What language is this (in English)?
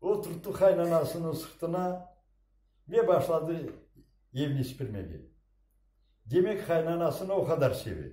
Crimean Tatar